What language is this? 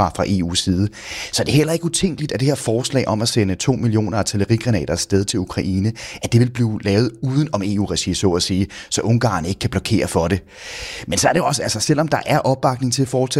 Danish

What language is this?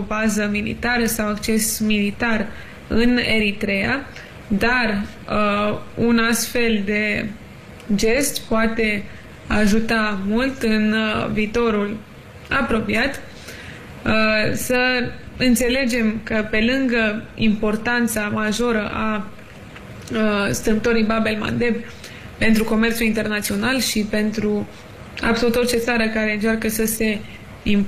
Romanian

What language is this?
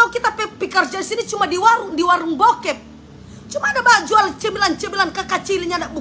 Manado Malay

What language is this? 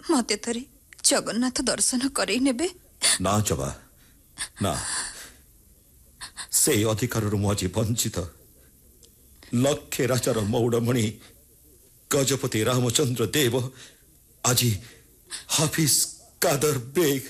Odia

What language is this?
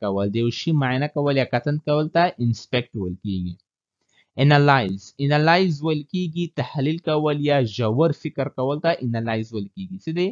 Pashto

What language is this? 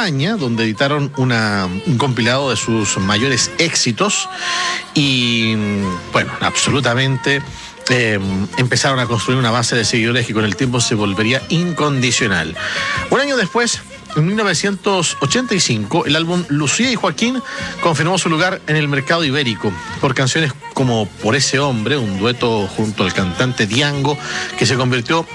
Spanish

